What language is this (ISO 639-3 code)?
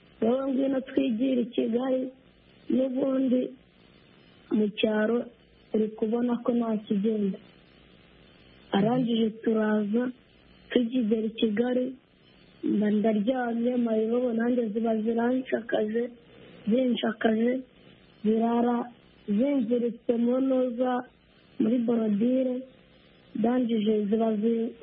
kin